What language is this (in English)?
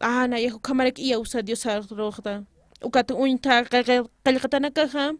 Aymara